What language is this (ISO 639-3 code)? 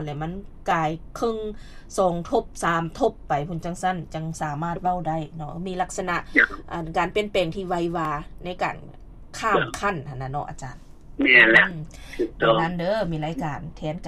lao